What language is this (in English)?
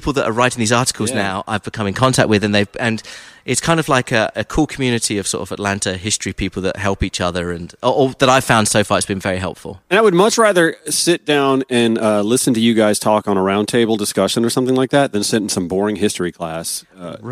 English